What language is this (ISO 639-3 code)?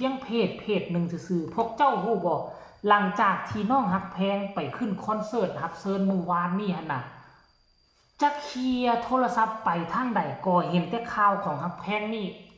lao